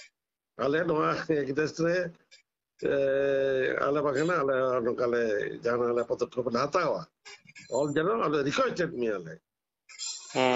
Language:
Santali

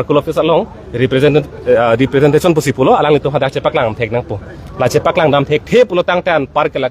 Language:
Karbi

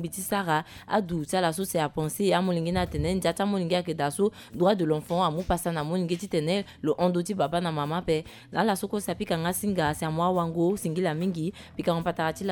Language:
Sango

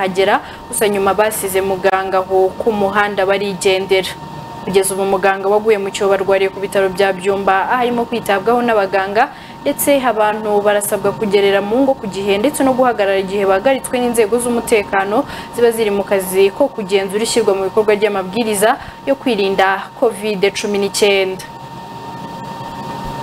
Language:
Kinyarwanda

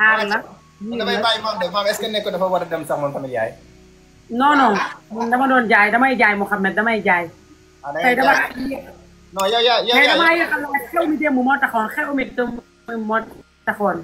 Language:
Wolof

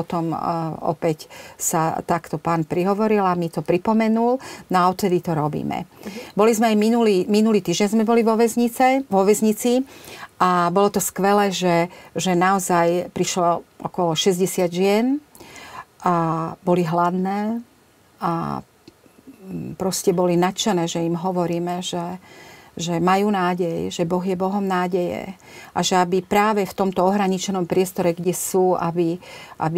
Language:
Slovak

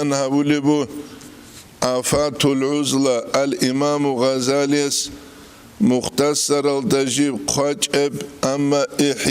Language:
Avaric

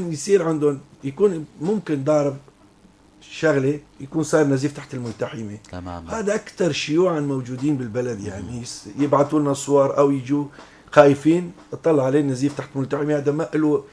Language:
North Levantine Arabic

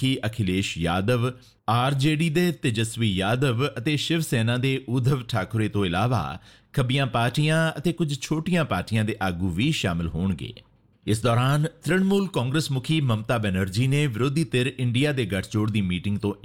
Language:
Punjabi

